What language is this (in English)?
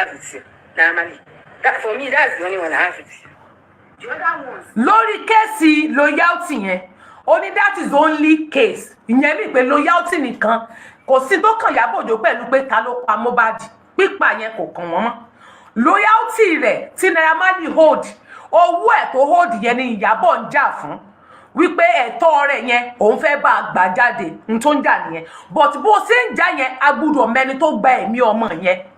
Yoruba